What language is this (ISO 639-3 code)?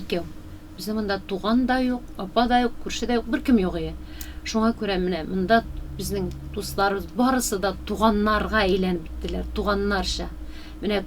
tat